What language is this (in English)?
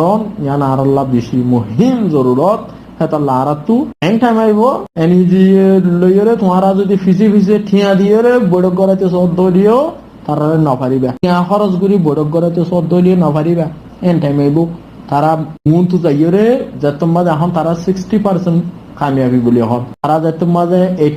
Rohingya